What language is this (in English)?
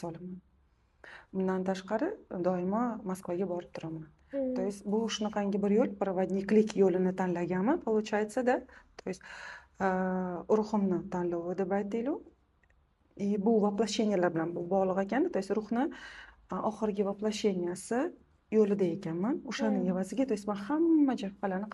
Uzbek